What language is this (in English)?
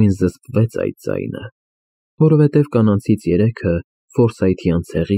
Armenian